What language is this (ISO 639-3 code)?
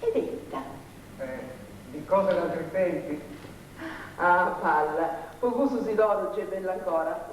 srd